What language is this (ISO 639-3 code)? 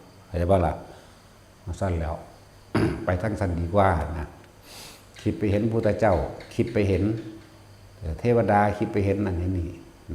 tts